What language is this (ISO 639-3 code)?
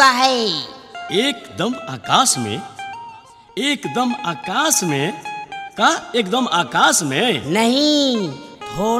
bho